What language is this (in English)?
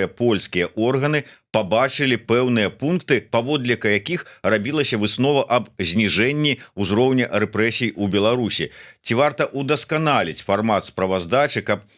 Belarusian